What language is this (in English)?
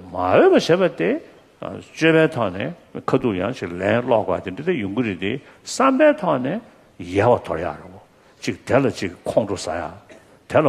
Tibetan